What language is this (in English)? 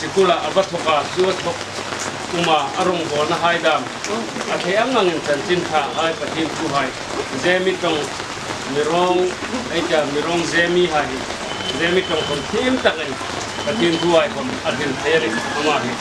Hmar